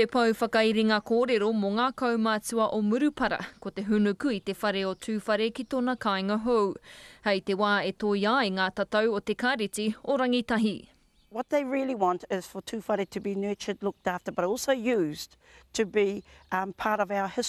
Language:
Māori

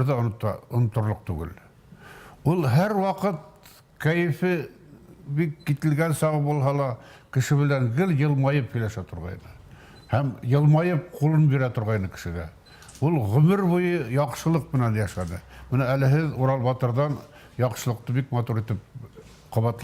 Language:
Bashkir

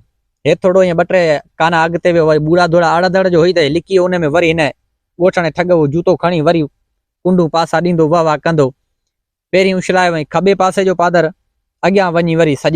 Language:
Sindhi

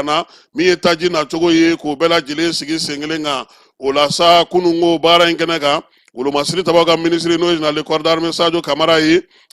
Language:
Bambara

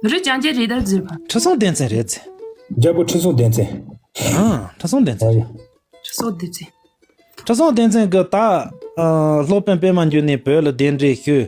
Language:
Khams Tibetan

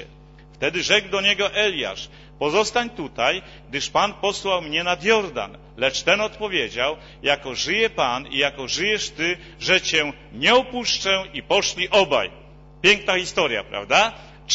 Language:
Polish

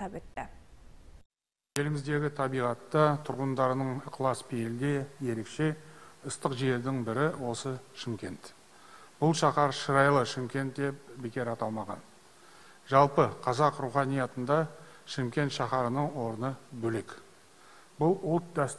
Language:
Kazakh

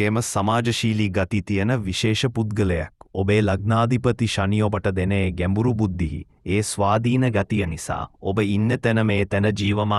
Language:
Sinhala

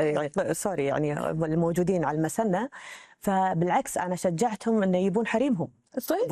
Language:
Gulf Arabic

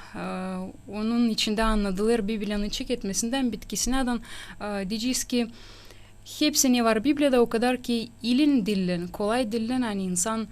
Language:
Gagauz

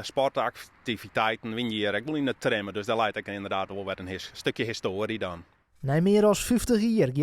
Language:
Western Frisian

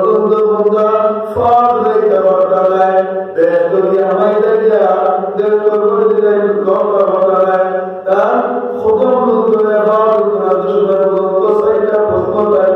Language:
Sylheti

